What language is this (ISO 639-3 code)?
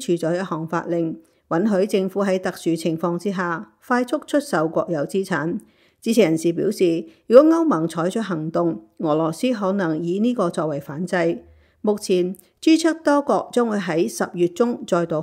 yue